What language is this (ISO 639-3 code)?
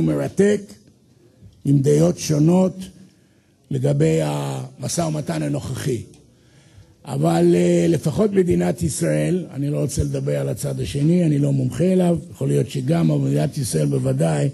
heb